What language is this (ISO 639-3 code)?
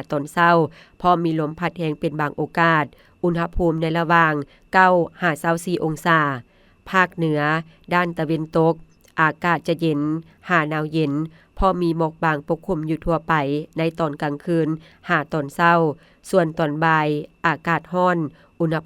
lao